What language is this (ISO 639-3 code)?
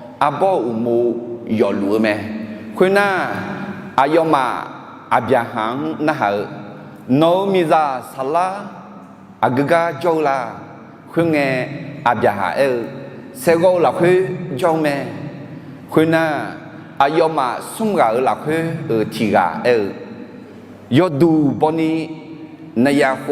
ahk